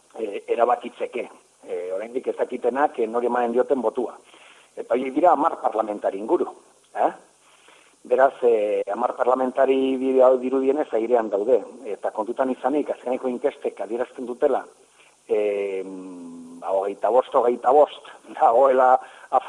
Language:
Basque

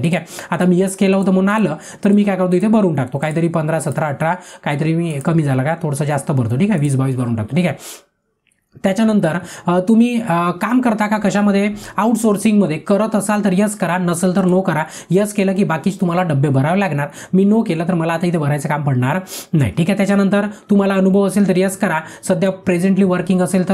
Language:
Marathi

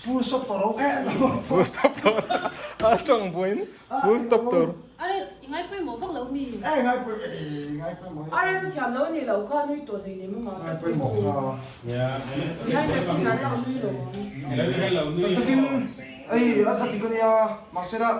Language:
Mizo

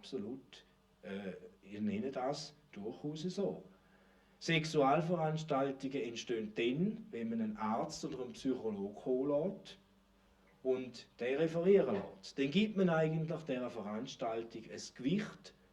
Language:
Swiss German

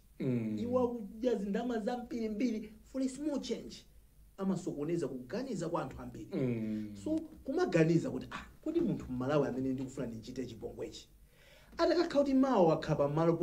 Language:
Nyanja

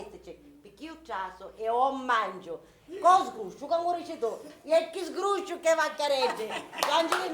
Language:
Sicilian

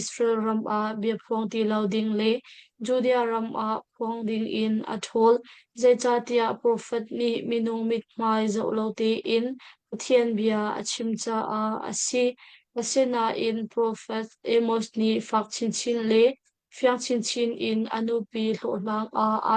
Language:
Hakha Chin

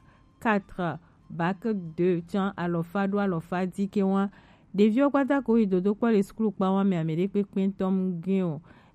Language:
Gen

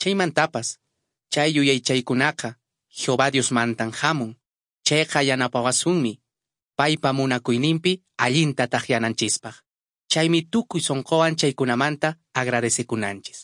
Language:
Quechua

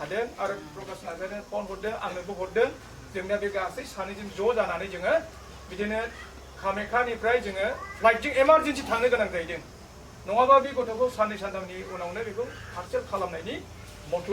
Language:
Bodo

